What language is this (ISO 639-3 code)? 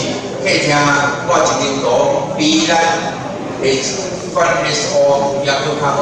zho